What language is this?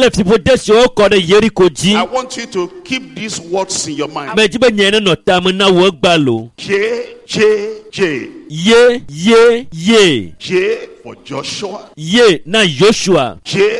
Ewe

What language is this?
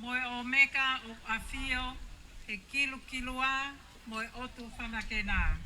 Tongan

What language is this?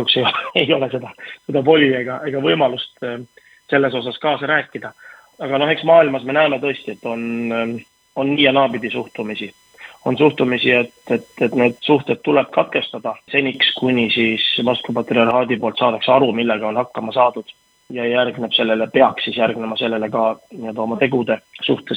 Estonian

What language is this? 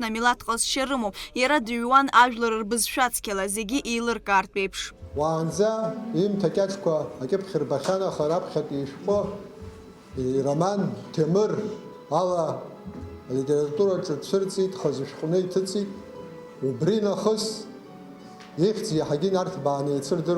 Abkhazian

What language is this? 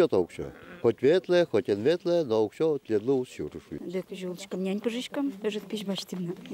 Udmurt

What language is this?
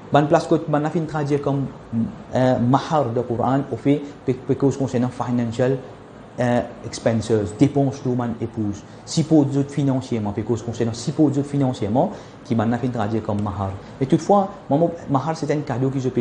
Morisyen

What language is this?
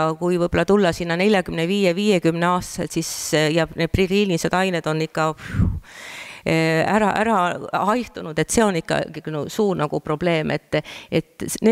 Estonian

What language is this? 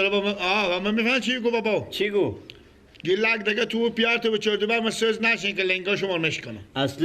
Persian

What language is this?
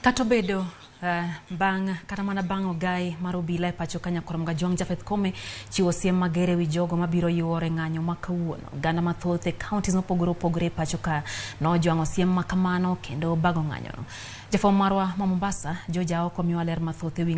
Luo (Kenya and Tanzania)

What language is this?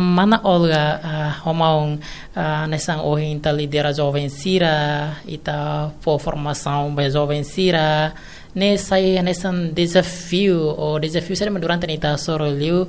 Tetum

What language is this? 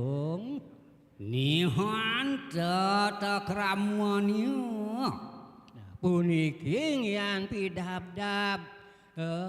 Balinese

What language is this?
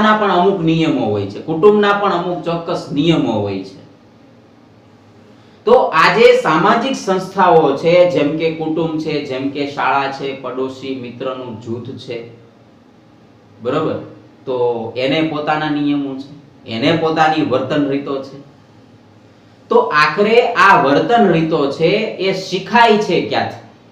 Gujarati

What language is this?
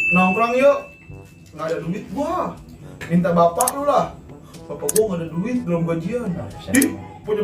Betawi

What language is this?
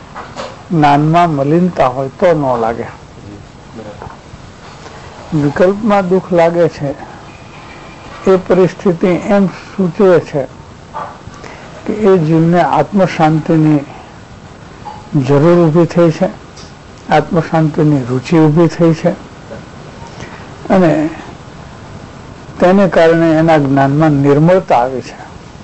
Gujarati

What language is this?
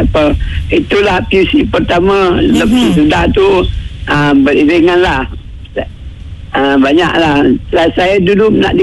Malay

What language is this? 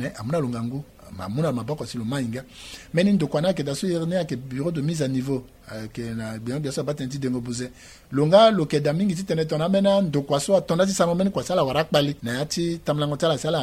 Sango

